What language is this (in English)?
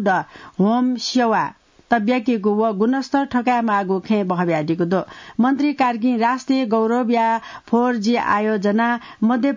Newari